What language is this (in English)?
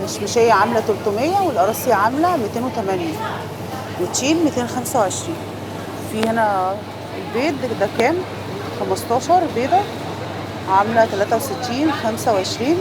Egyptian Arabic